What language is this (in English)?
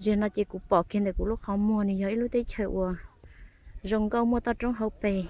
Hmong